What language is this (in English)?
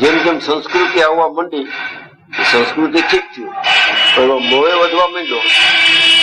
Gujarati